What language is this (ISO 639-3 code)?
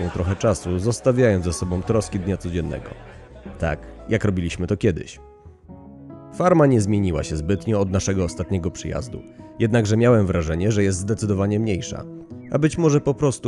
pol